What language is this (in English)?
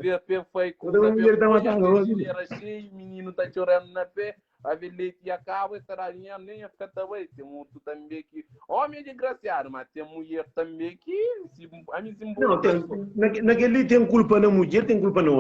Kabuverdianu